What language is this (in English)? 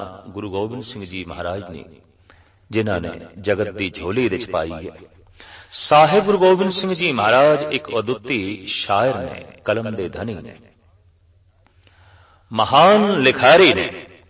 Punjabi